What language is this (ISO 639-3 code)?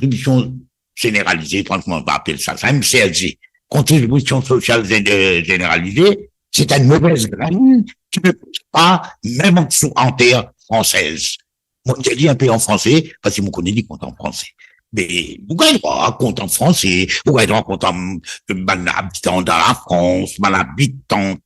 mfe